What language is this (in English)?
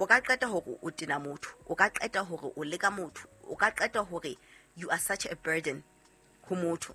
Southern Sotho